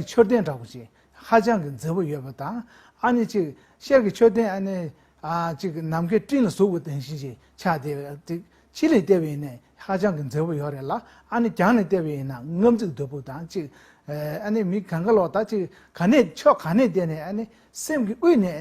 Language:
Tibetan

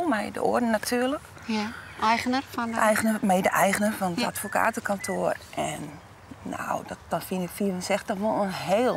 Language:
Western Frisian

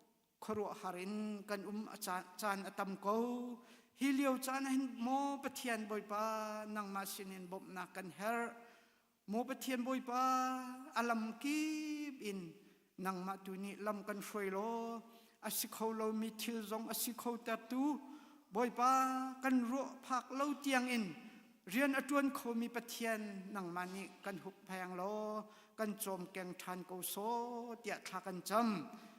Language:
Hakha Chin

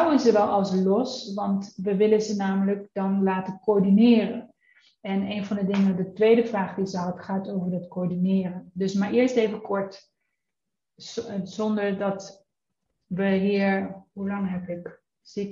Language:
Dutch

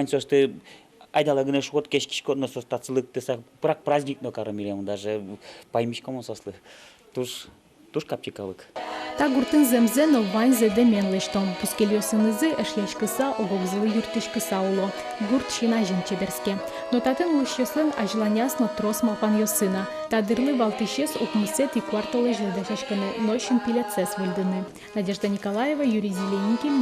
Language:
Udmurt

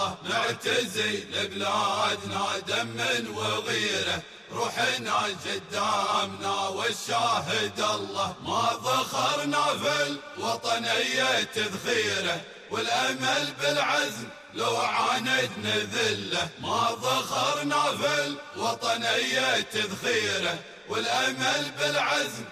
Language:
Gulf Arabic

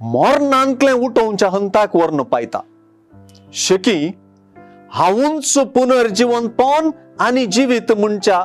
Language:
Konkani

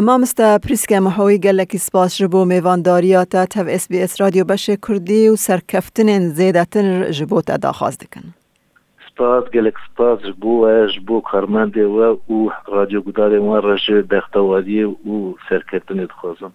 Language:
Kurdish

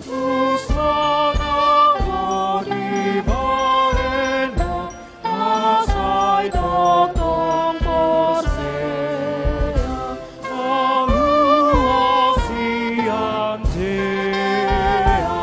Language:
Batak Toba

